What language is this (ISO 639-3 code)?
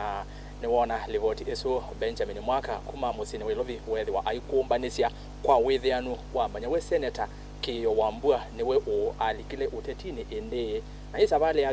kam